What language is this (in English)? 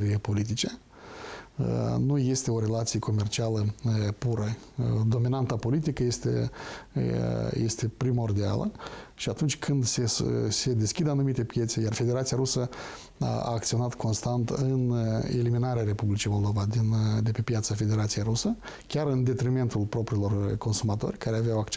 Romanian